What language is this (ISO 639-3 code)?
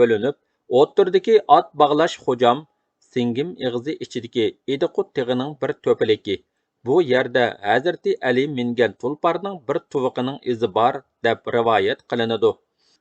uig